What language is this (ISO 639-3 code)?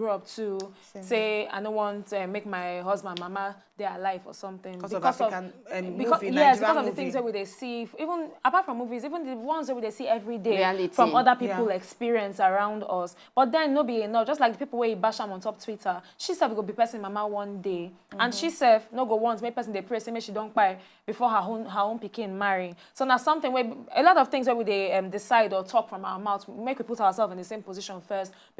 pcm